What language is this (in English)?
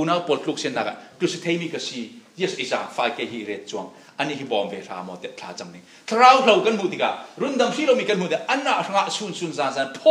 Falam Chin